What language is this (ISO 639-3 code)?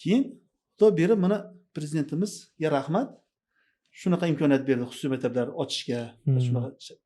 uzb